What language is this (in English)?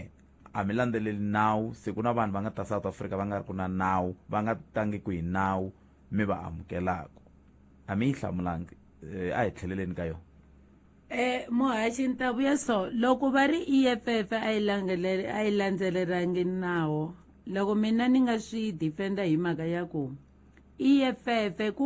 Tsonga